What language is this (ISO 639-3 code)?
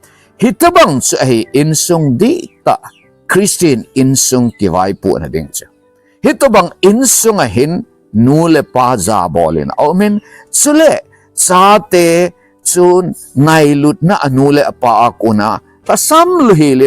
tcz